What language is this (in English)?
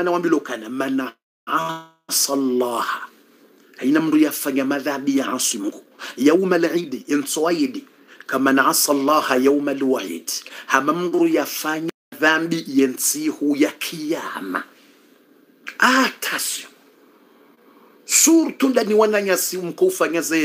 Swahili